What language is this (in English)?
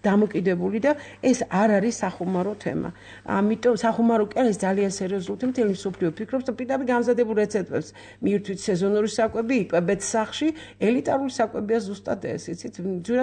Georgian